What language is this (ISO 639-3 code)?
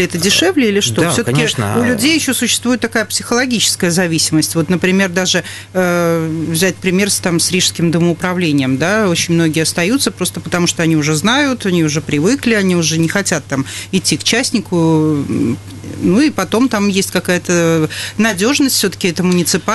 rus